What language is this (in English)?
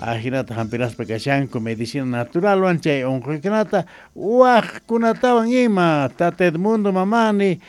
Quechua